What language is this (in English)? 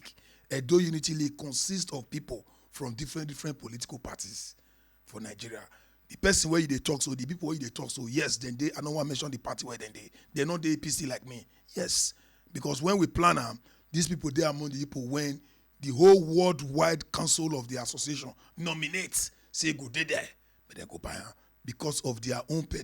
Nigerian Pidgin